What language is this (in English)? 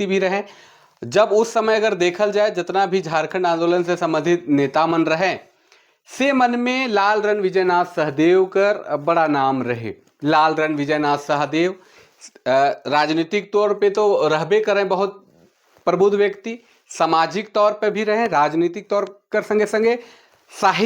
Sadri